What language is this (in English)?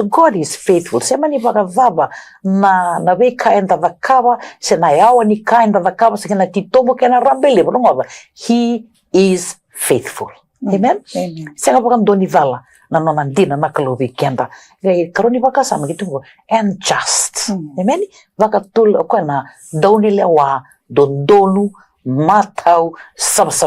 Fijian